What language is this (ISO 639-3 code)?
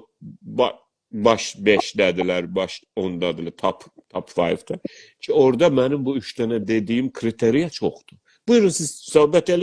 azb